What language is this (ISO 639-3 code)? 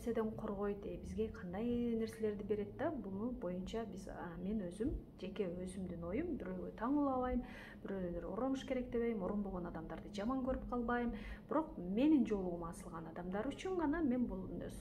kir